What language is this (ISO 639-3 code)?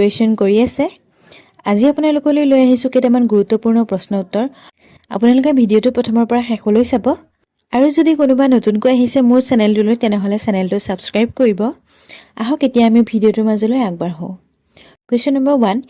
asm